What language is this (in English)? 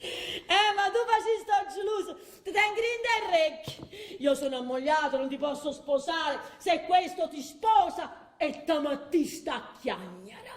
Neapolitan